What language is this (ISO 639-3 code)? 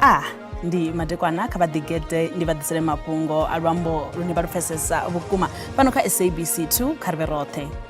ven